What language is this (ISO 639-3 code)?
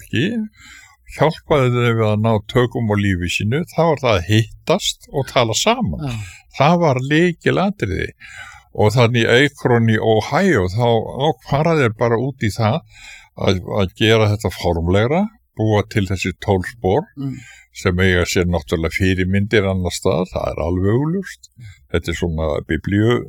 isl